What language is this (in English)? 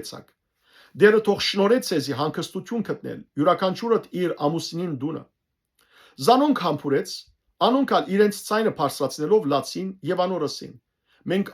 Western Armenian